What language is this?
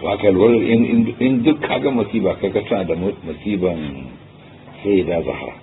Hausa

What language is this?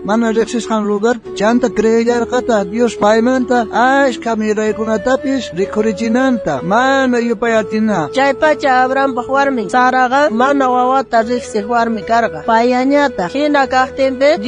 South Bolivian Quechua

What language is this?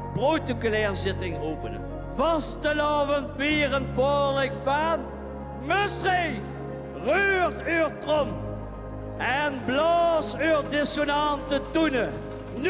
Limburgish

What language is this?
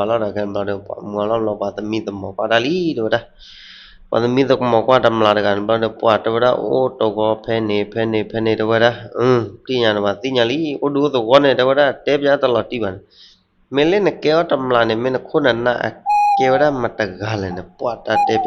S'gaw Karen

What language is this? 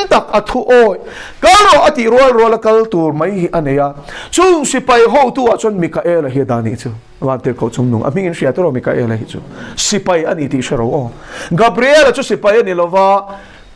Mizo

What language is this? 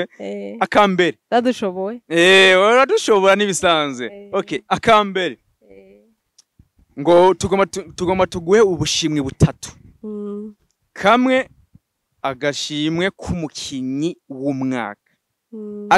Rundi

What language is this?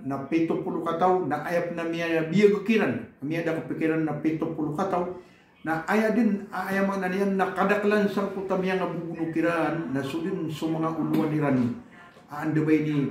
Maranao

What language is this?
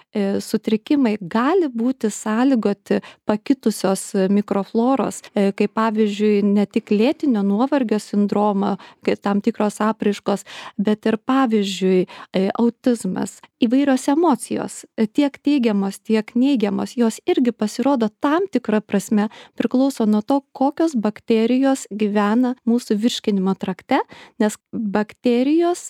Lithuanian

